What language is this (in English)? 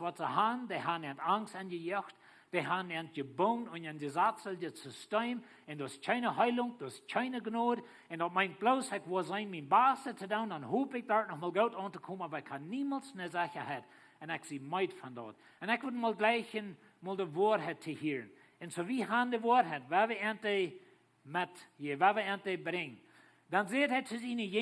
Plautdietsch